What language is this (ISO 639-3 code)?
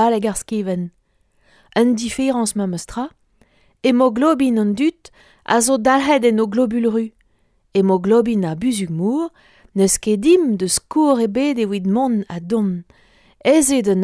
bre